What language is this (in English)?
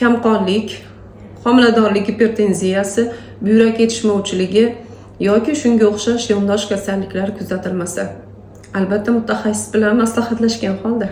Uzbek